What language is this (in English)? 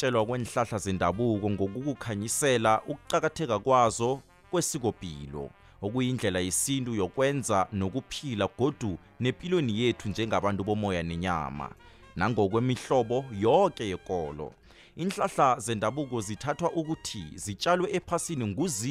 South Ndebele